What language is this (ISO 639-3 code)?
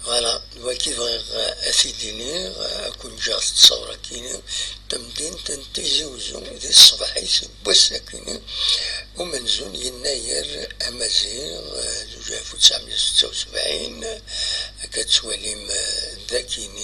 kab